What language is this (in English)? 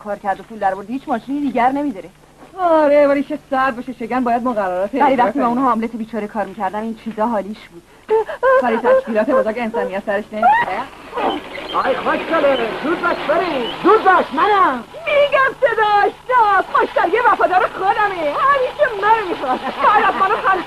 Persian